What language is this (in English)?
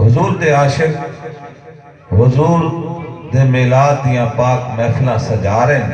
Saraiki